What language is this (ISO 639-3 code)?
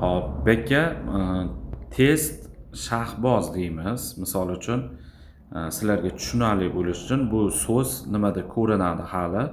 uzb